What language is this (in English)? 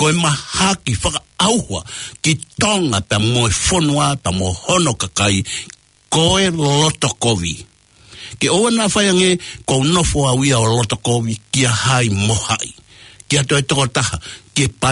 Tongan